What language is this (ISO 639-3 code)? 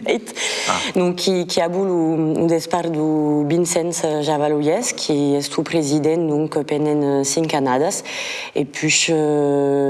oci